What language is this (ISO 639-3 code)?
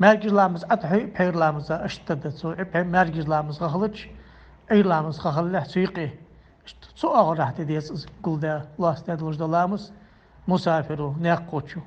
inh